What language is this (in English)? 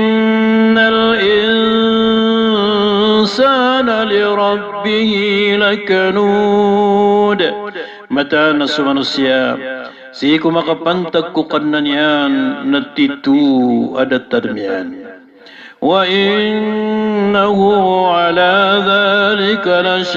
Maranao